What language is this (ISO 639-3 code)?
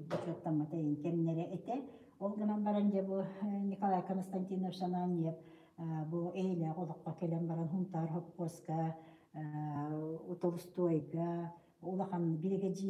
sah